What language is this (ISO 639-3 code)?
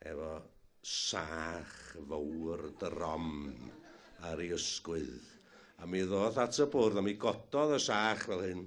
cym